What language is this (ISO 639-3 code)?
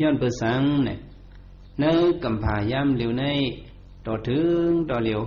shn